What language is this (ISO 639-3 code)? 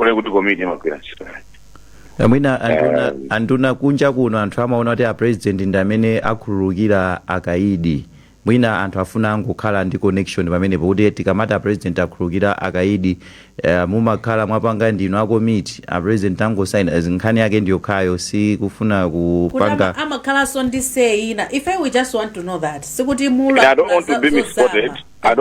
nya